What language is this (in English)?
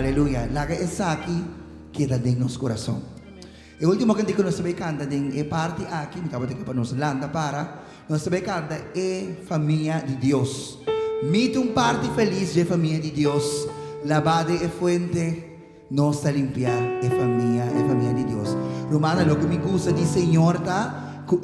Papiamento